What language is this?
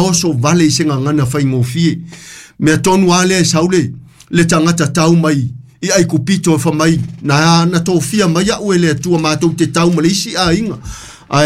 Samoan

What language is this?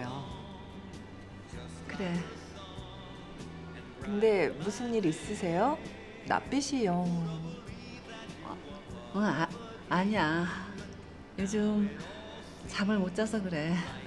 Korean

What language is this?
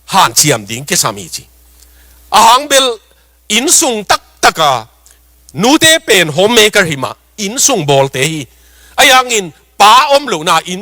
Tedim Chin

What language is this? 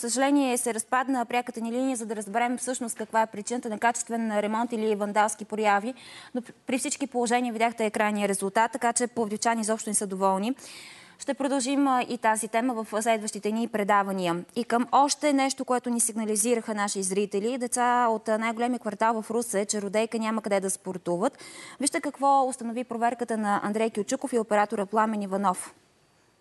Bulgarian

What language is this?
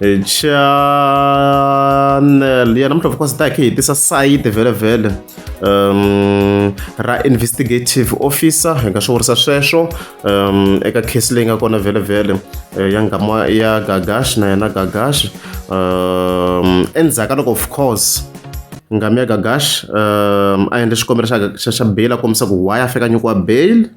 Tsonga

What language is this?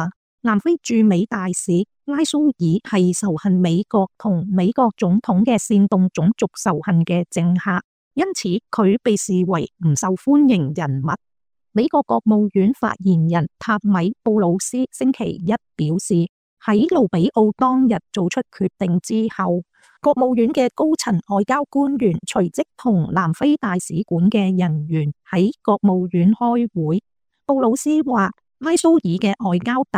Cantonese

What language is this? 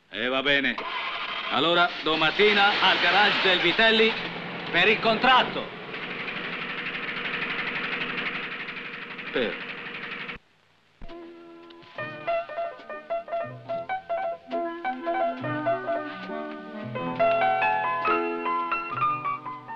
Italian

